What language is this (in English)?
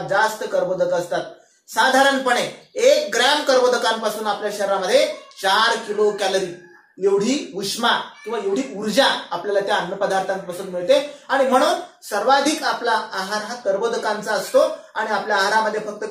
Marathi